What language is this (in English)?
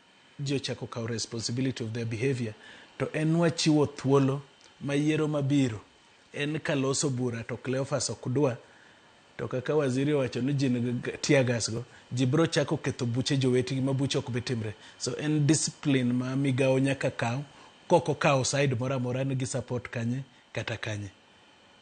Luo (Kenya and Tanzania)